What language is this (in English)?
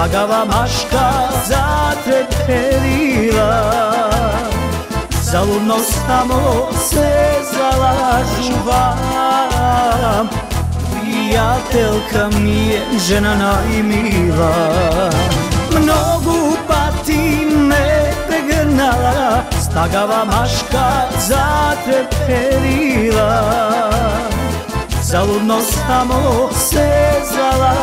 Macedonian